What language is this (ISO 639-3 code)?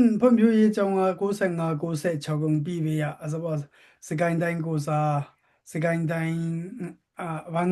dis